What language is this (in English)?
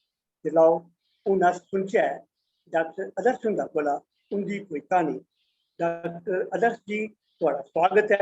Dogri